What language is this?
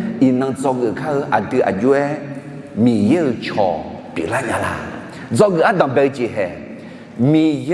Akha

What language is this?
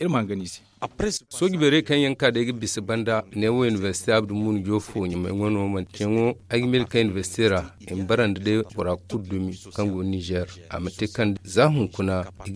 Zarma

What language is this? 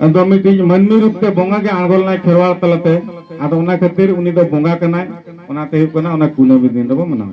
Santali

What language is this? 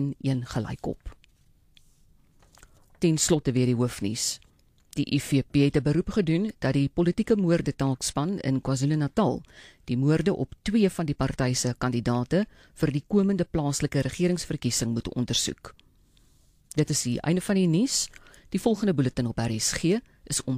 Afrikaans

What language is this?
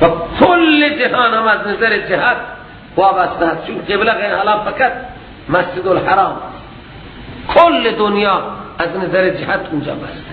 Persian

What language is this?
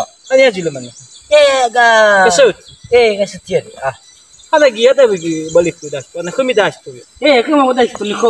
Nias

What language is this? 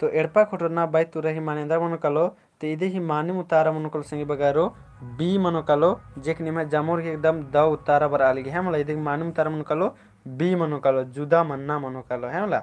Kurukh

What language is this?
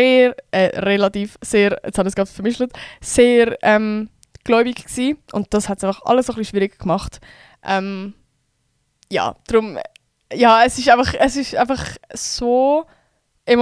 Swiss German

